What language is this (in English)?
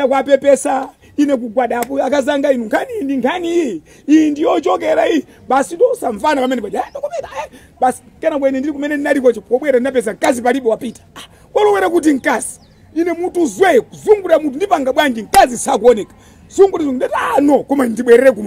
Nyanja